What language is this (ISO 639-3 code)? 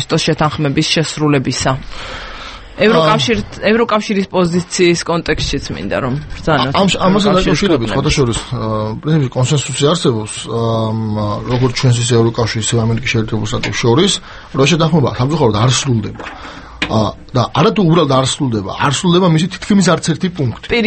kat